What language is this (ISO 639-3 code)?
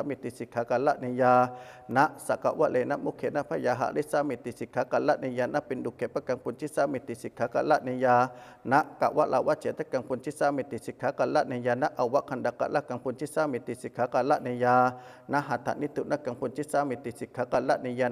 pli